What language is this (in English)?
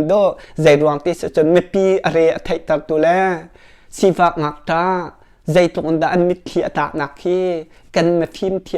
Hakha Chin